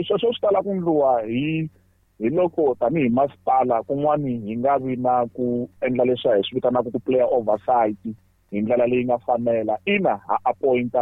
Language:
Tsonga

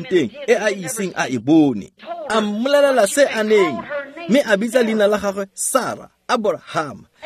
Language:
Tswana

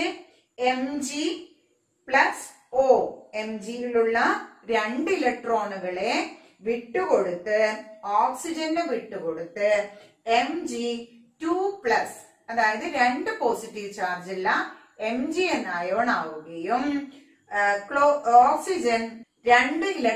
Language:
Malayalam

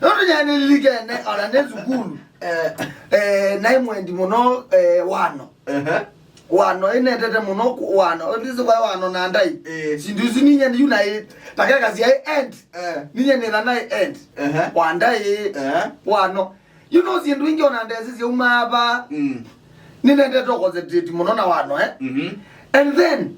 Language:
Kamba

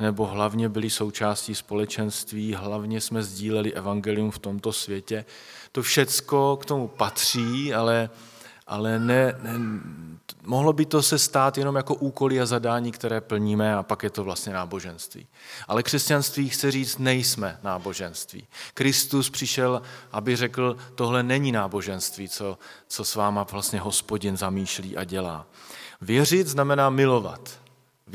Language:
Czech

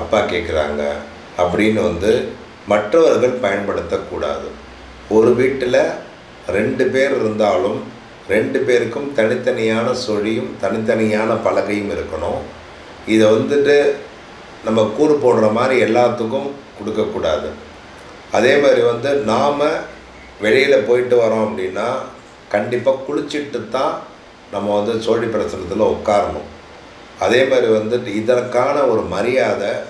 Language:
Tamil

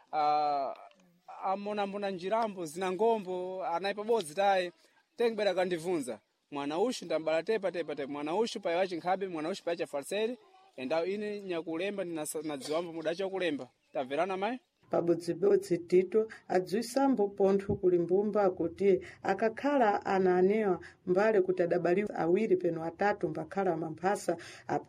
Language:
Sena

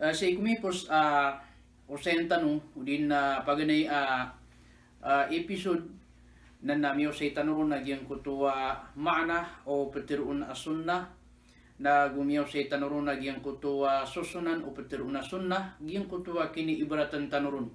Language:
Maranao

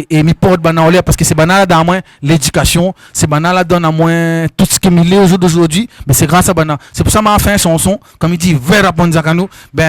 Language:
Réunion Creole French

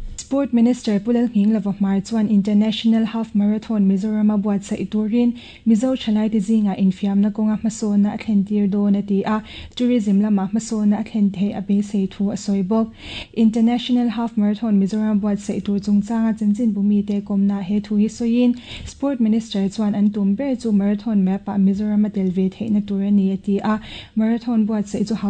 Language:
Mizo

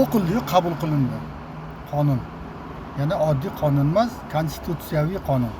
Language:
Uzbek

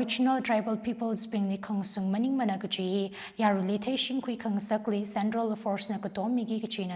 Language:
Tangkhul Naga (India)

